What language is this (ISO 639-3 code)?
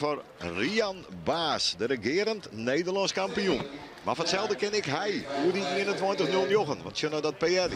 fry